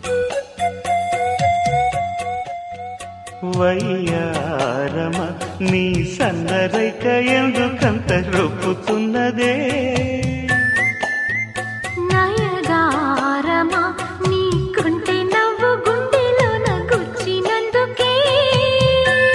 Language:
Telugu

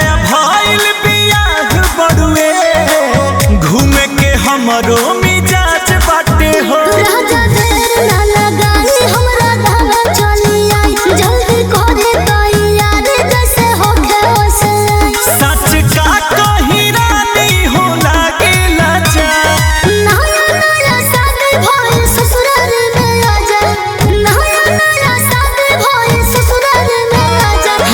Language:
Bhojpuri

